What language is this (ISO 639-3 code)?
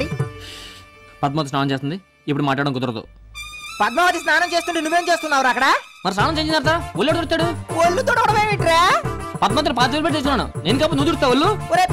tel